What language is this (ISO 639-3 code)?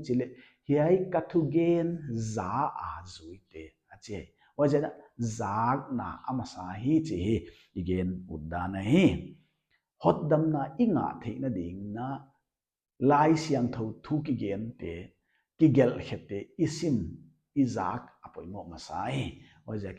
pck